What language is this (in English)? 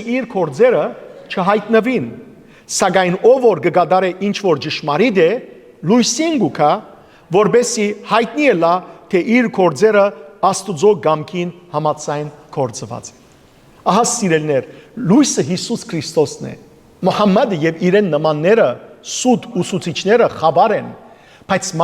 Western Armenian